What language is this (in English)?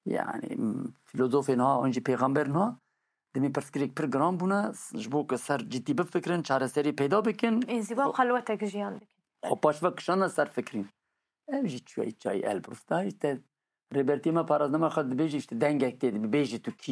Kurdish